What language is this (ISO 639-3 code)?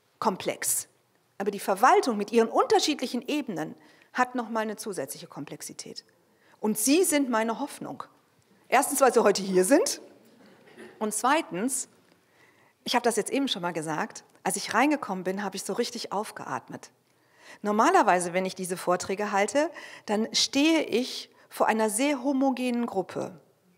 deu